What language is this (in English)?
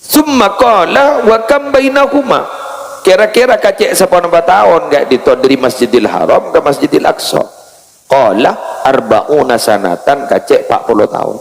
Madurese